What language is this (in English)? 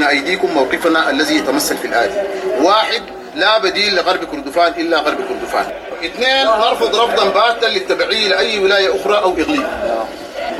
Sudanese Arabic